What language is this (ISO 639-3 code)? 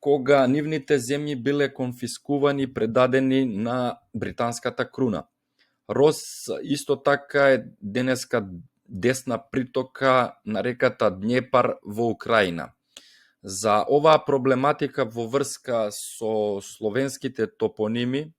mkd